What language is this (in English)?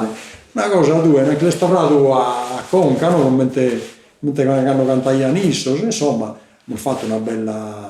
Sardinian